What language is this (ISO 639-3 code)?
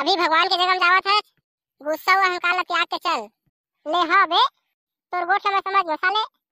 hne